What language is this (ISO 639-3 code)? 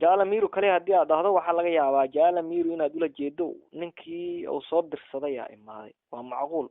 som